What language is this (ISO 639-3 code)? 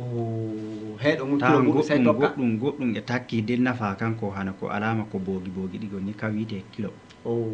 ful